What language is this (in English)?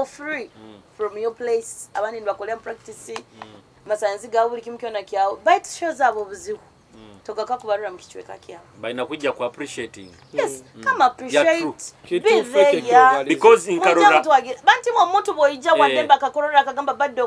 Nyoro